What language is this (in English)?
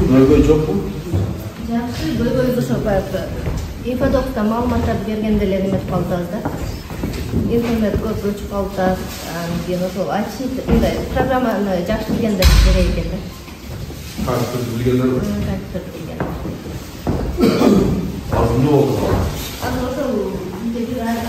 Kyrgyz